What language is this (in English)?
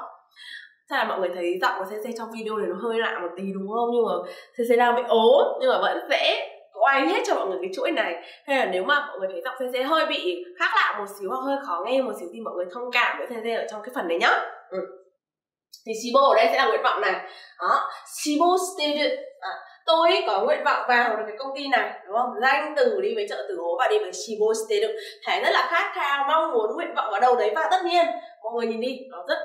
Vietnamese